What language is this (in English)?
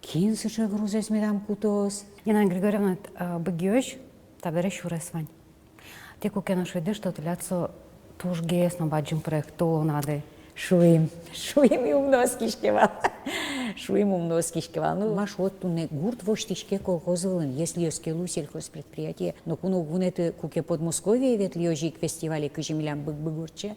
Udmurt